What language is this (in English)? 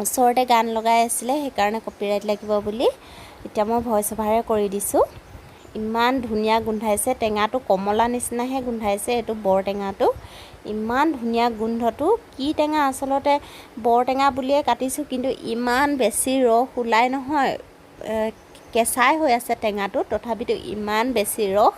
Assamese